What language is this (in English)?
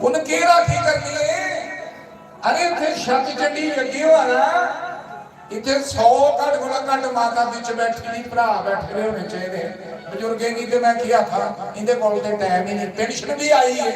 Dogri